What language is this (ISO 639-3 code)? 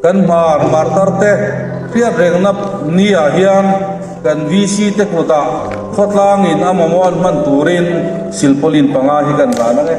hmr